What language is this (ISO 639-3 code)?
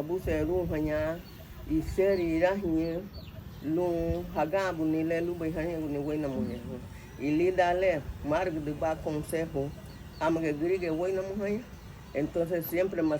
cab